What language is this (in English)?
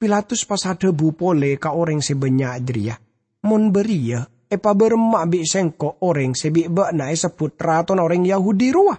Madurese